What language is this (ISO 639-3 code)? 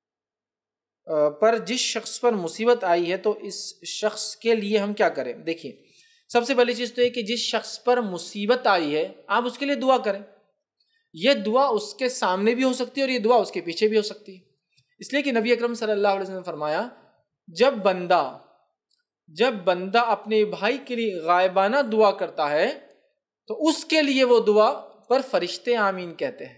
urd